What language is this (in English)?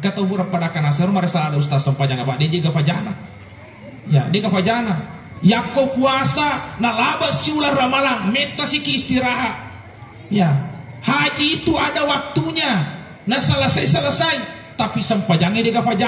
Buginese